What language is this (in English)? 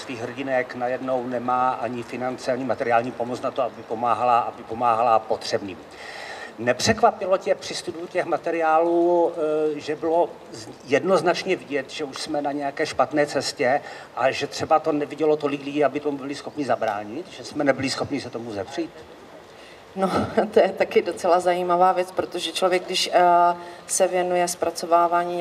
Czech